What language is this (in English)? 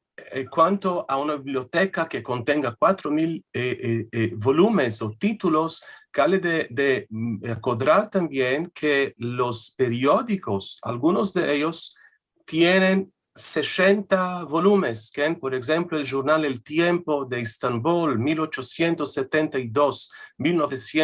Ladino